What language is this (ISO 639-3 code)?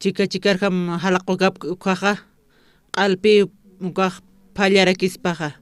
aym